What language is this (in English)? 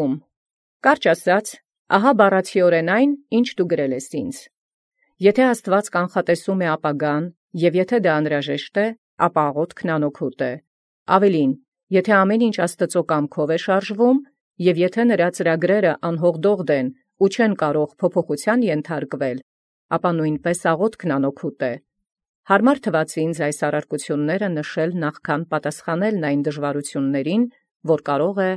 Armenian